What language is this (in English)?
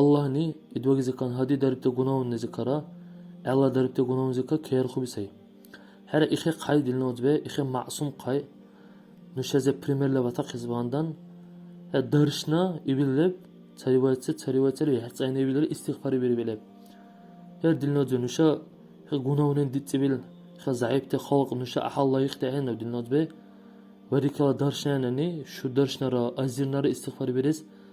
Dargwa